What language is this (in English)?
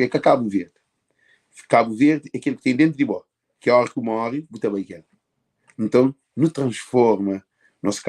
Kabuverdianu